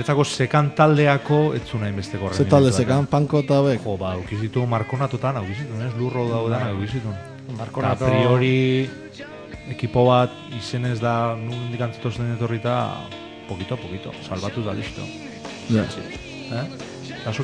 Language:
Basque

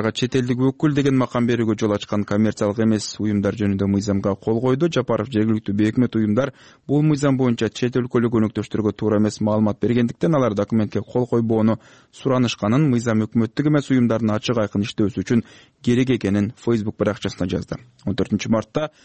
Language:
Kyrgyz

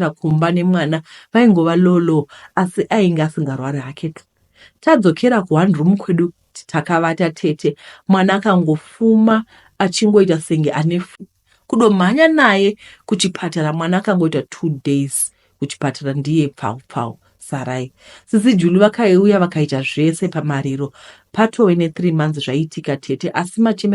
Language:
Shona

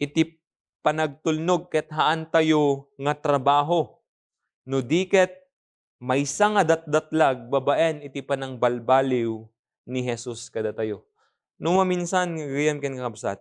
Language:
Iloko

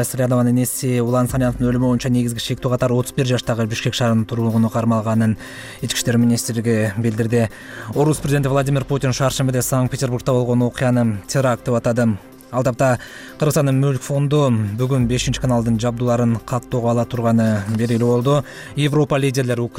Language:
Kyrgyz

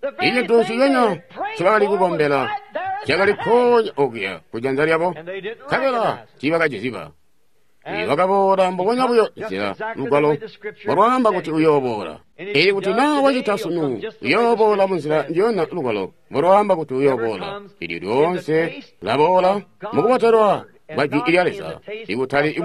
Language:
Tonga (Zambia)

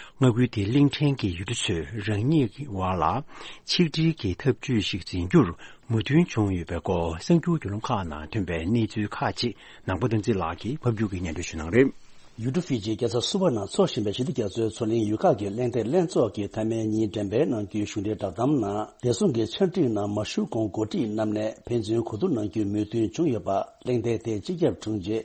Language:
Tibetan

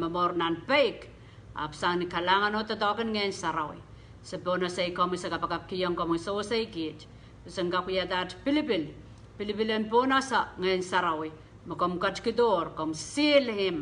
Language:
Pohnpeian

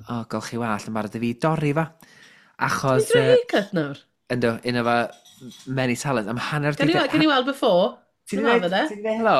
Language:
Welsh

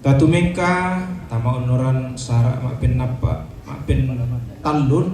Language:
Toraja-Sa'dan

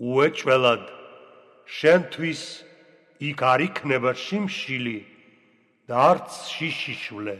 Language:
Georgian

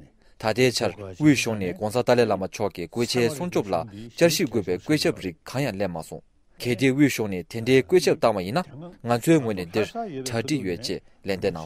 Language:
Tibetan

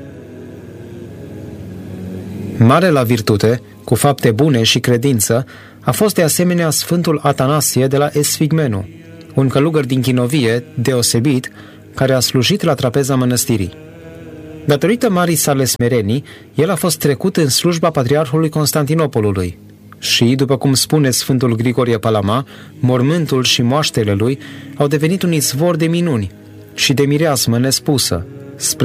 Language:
Romanian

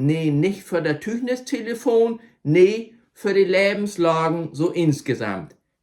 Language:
Low German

